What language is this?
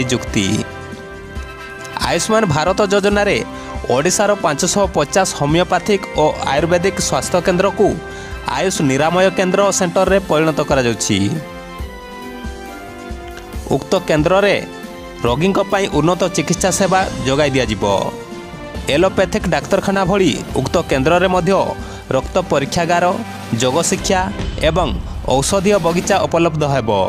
Odia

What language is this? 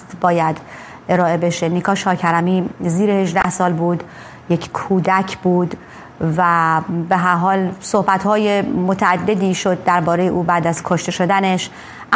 Persian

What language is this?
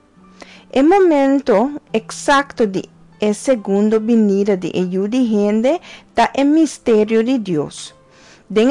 Papiamento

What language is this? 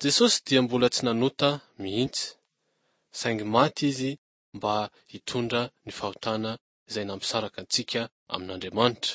Malagasy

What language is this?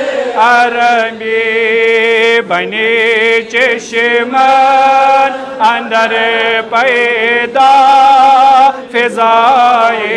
Kashmiri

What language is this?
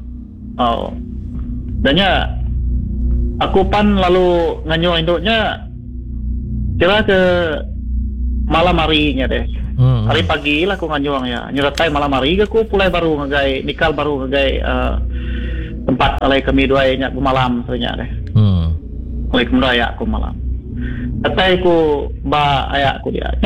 Iban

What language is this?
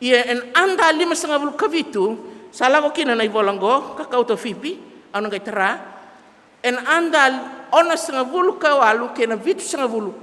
Fijian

